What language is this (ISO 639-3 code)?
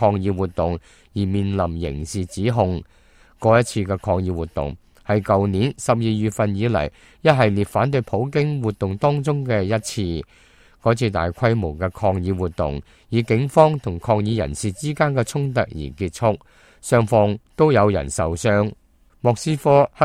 yue